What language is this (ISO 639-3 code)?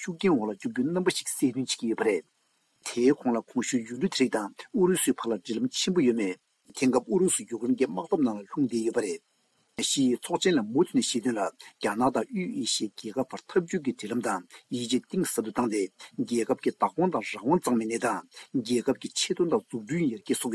bod